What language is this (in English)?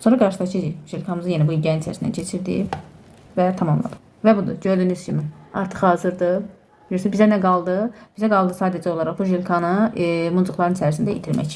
Azerbaijani